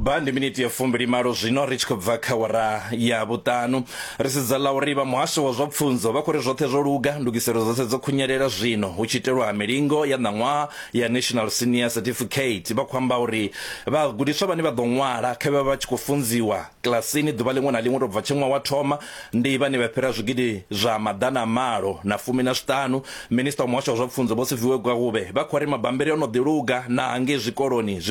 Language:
Venda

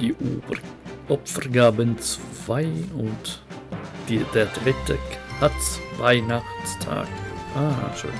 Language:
Swiss German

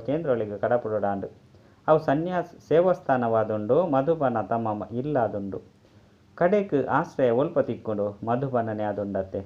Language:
Tulu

